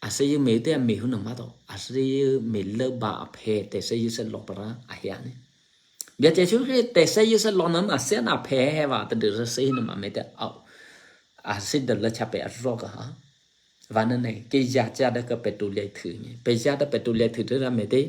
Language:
Eastern Kayah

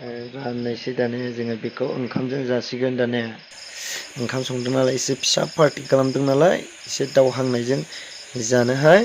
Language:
Bodo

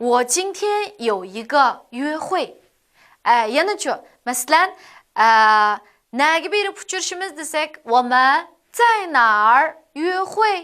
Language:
Uyghur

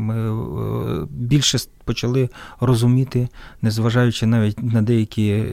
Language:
Ukrainian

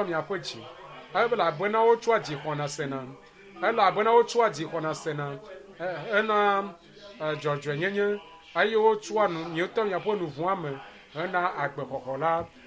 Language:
Ewe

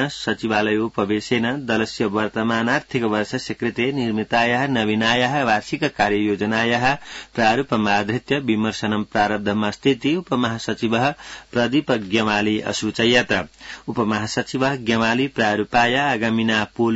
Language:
Sanskrit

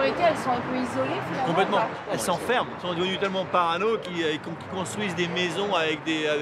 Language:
French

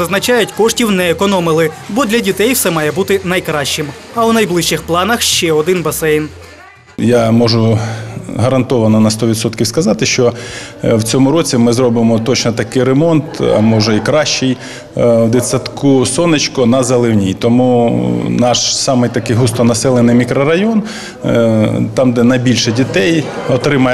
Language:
Ukrainian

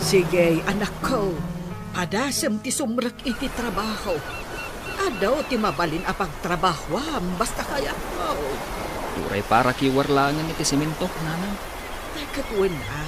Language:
Iloko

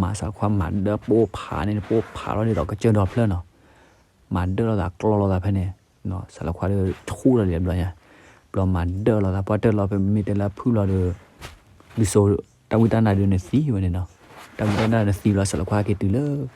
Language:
S'gaw Karen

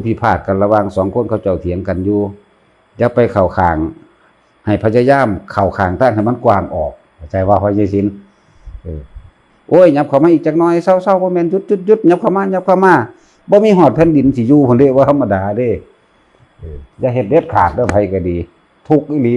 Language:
Lao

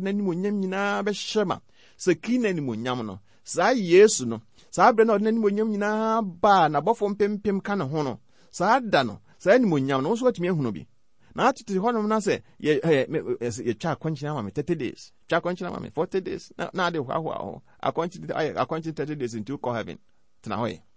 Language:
Akan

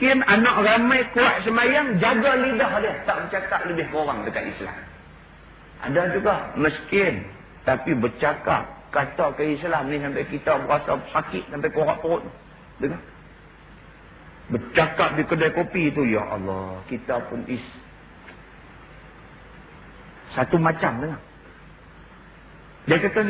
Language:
Malay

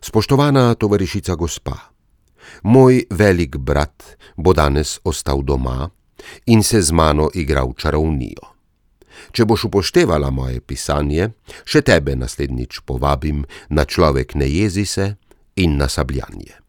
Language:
Slovenian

